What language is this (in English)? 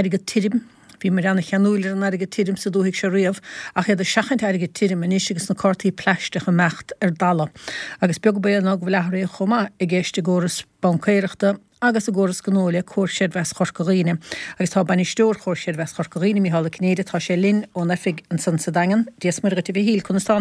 Irish